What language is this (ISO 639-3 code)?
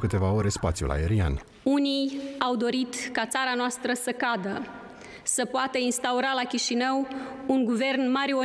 ron